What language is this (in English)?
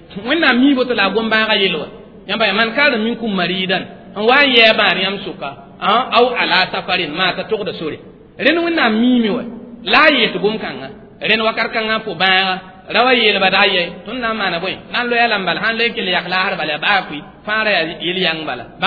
Mossi